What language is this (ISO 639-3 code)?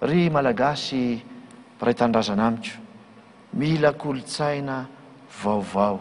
mlg